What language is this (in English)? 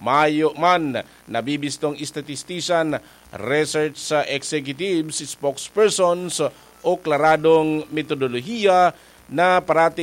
Bikol